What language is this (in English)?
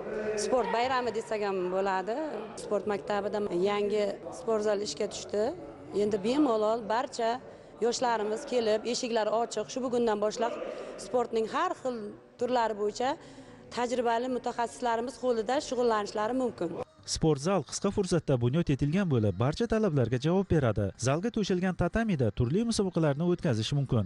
Uzbek